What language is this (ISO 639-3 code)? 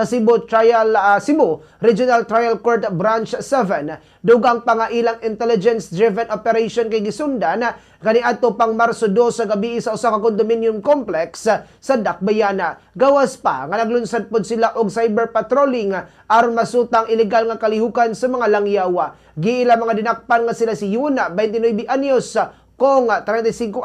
ceb